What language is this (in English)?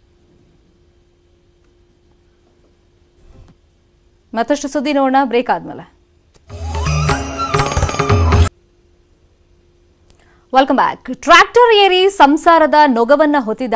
Kannada